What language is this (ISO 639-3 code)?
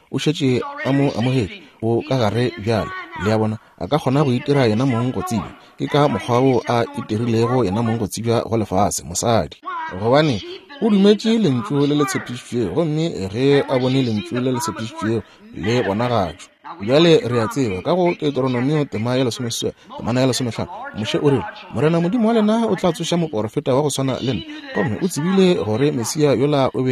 nso